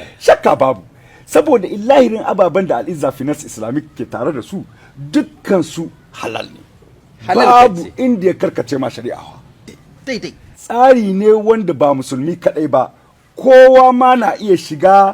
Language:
Hausa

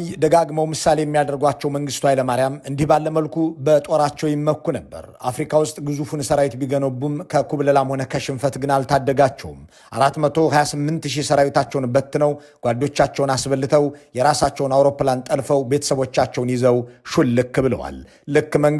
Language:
Amharic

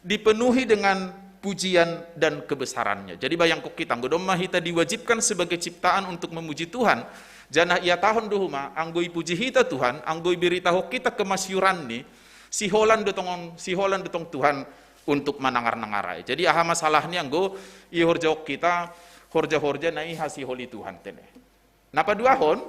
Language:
Batak Simalungun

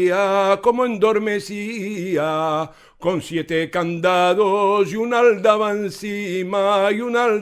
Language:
Ladino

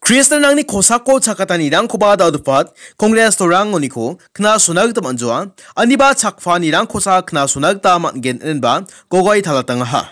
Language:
Garo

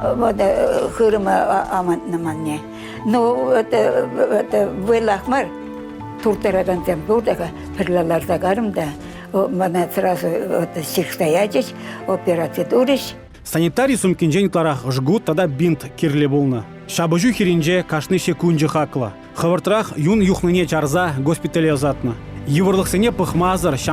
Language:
Chuvash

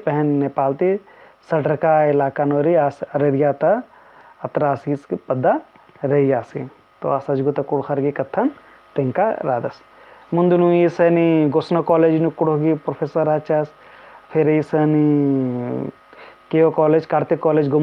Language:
Kurukh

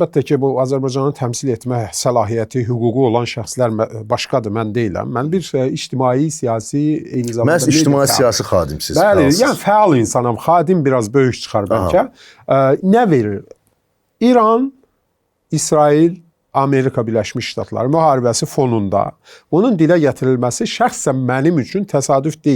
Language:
Azerbaijani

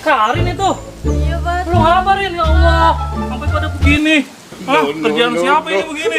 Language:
Betawi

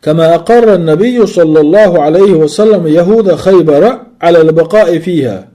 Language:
Chechen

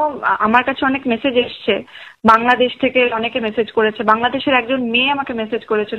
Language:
Bangla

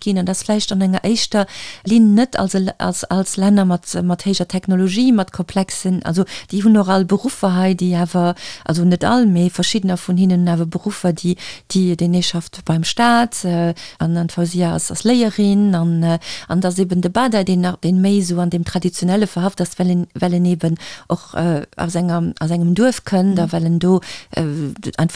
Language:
Luxembourgish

